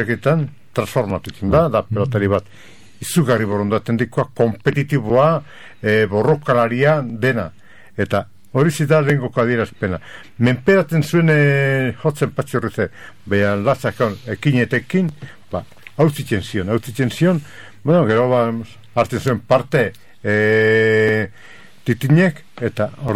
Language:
Basque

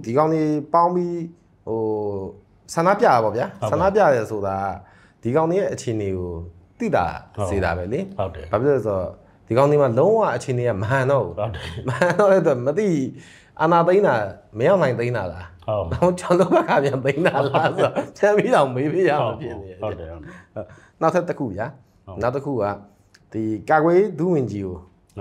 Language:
Burmese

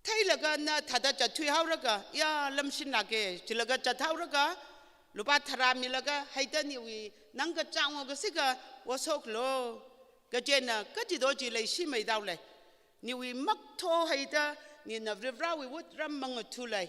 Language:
Tangkhul Naga (India)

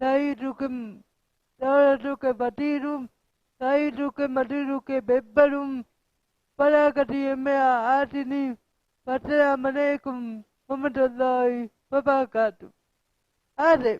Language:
Divehi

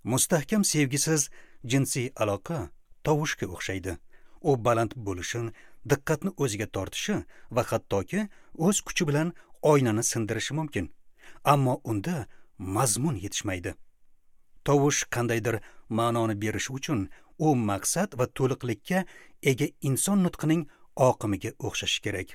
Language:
Uzbek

